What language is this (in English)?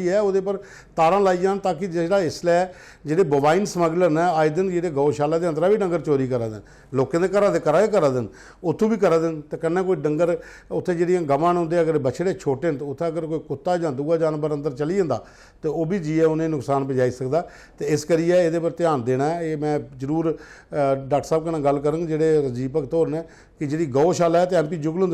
Dogri